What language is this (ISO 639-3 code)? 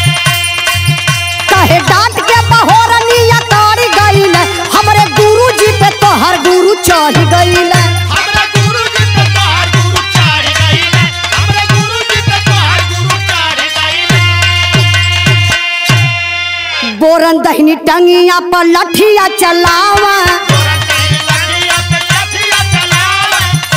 bho